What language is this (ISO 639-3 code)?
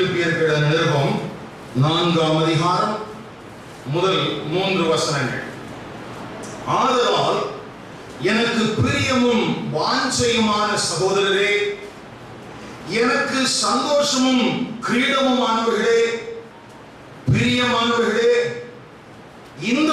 tam